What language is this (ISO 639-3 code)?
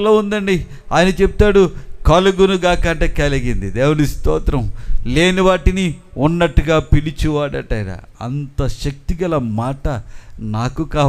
tel